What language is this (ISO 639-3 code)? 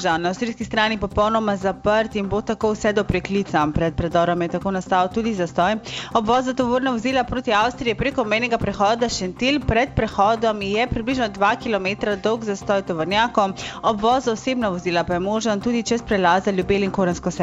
slv